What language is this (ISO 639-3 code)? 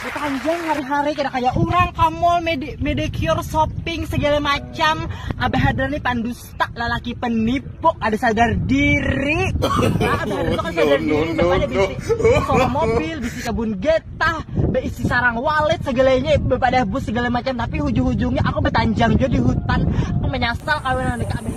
bjn